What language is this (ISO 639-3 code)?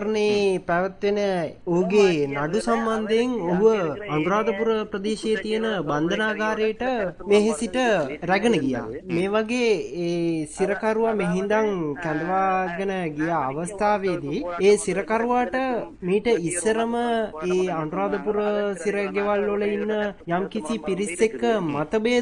sin